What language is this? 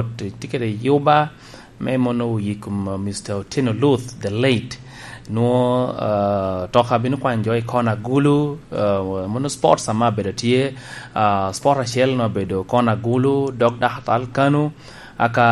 Lango (Uganda)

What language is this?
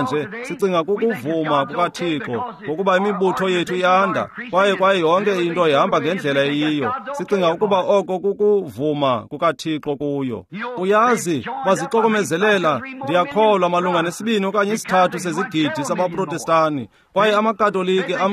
Xhosa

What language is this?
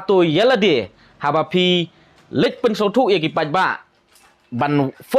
Khasi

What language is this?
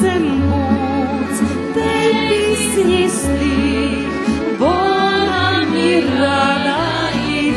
Rusyn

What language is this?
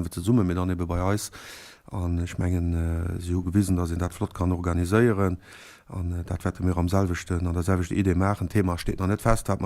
Luxembourgish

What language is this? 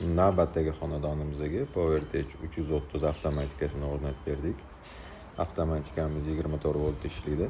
Uzbek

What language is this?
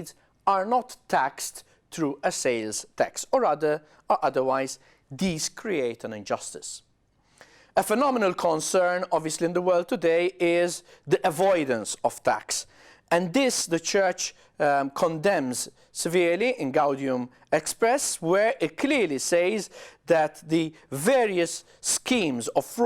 English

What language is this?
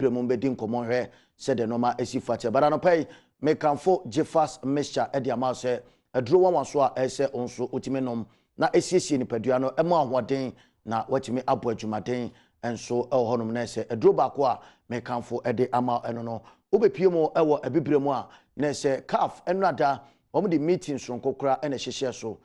Akan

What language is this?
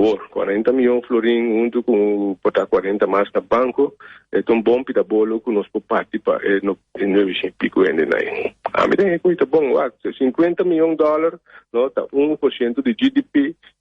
Papiamento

